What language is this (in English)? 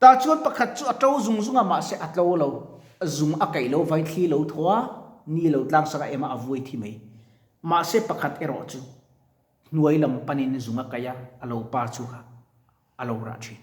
Mizo